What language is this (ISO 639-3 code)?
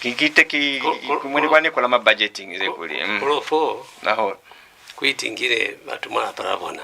loz